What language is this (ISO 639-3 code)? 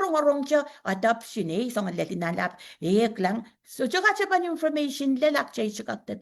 pon